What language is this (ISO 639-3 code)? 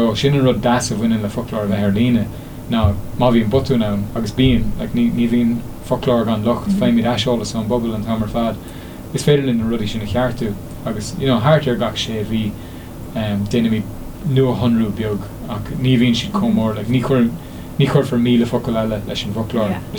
gle